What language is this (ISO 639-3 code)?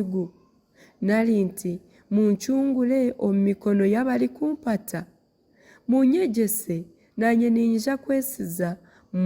nyn